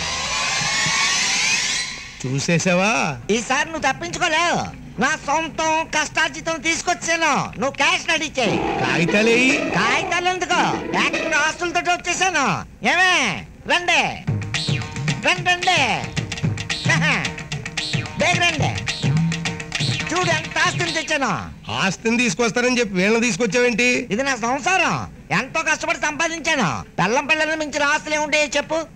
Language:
Telugu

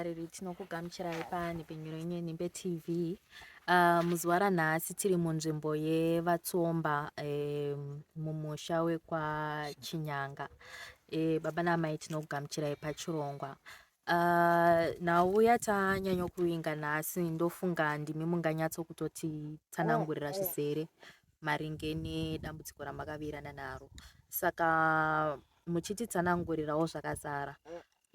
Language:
Shona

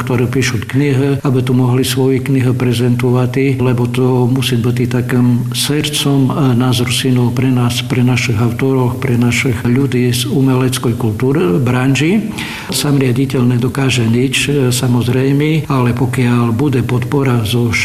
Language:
Slovak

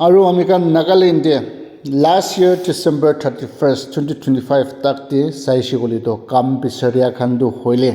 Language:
Naga Pidgin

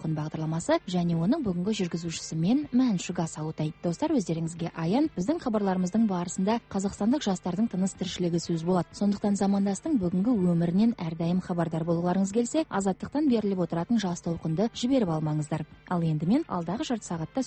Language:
Kazakh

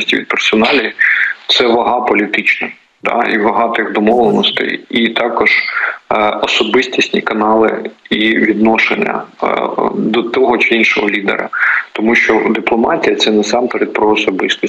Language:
Ukrainian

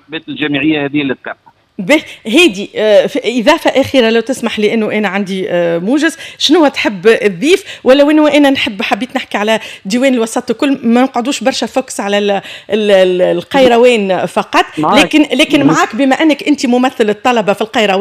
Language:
Tunisian Arabic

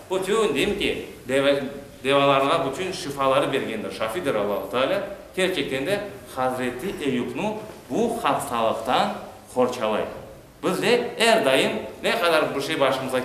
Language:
Crimean Tatar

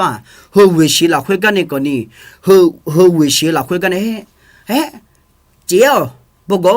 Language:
Akha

